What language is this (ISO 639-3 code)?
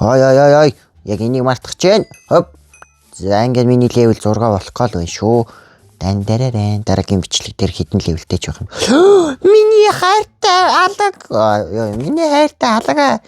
mon